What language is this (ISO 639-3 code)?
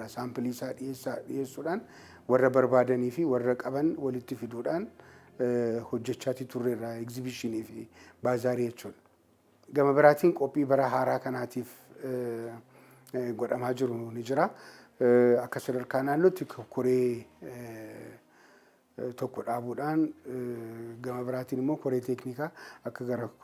orm